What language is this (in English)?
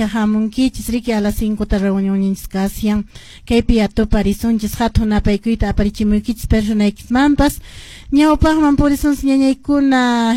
Quechua